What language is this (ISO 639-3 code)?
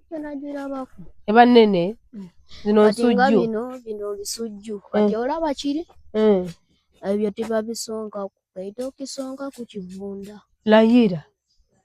lug